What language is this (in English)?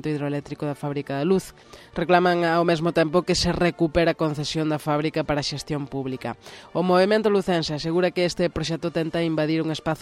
Galician